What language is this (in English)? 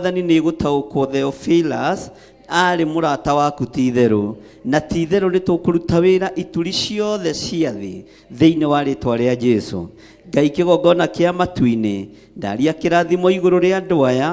Kikuyu